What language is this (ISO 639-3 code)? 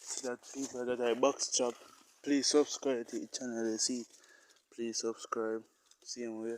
jam